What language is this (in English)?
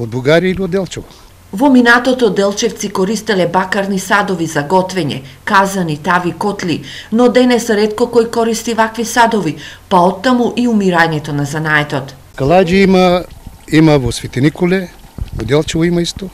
Macedonian